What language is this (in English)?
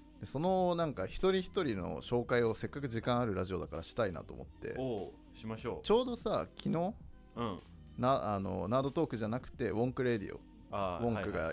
Japanese